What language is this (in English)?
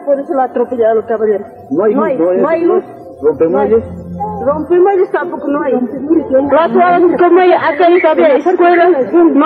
Spanish